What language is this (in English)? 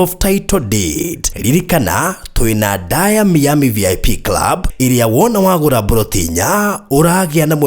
Kikuyu